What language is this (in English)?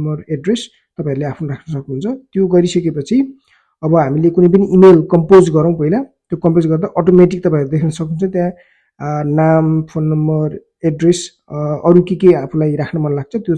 Nepali